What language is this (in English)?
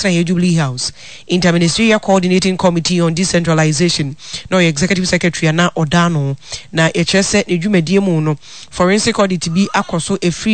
Akan